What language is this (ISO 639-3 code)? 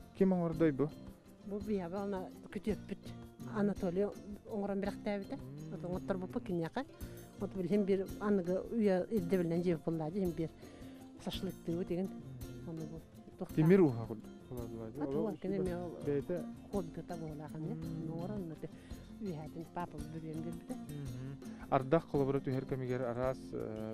sah